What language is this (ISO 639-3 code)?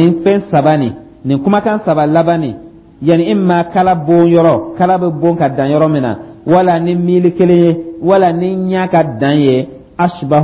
dyu